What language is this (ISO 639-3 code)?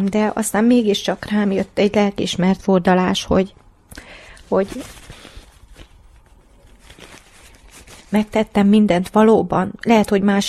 hun